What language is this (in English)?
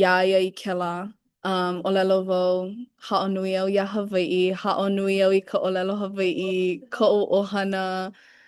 Hawaiian